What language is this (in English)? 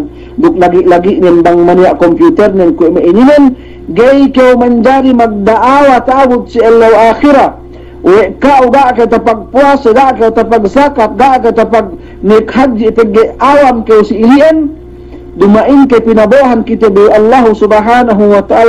Yakan